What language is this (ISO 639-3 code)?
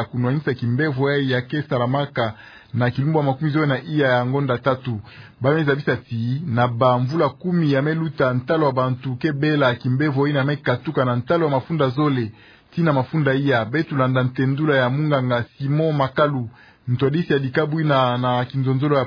ktu